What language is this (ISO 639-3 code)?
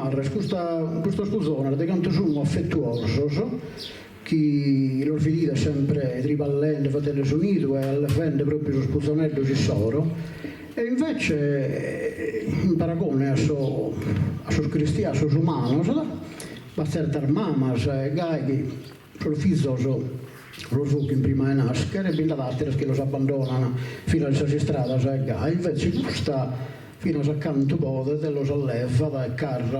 srd